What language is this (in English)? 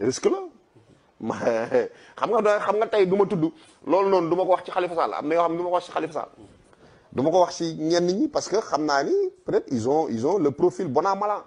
Wolof